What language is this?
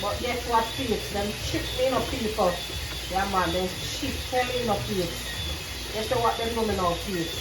Jamaican Creole English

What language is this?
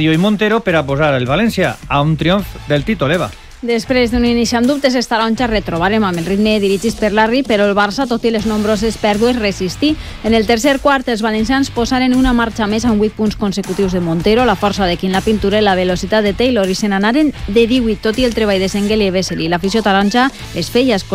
Catalan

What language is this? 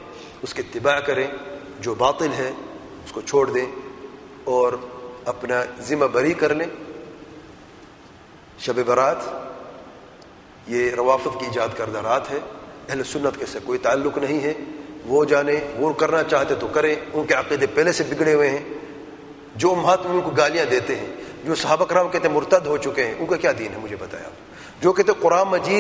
Urdu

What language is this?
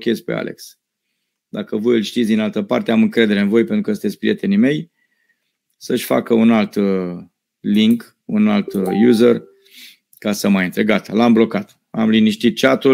Romanian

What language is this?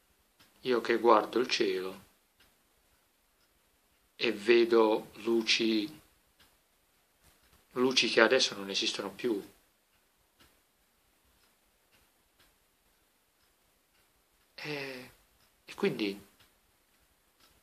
Italian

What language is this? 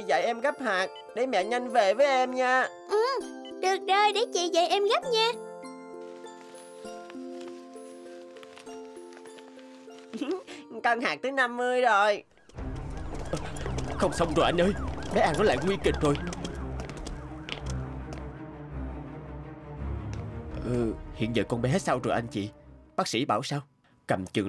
Vietnamese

